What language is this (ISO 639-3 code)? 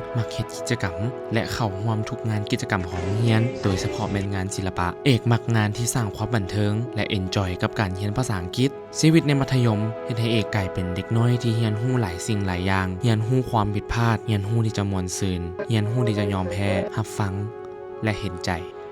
lao